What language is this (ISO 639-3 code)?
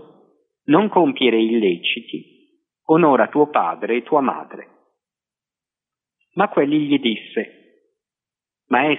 ita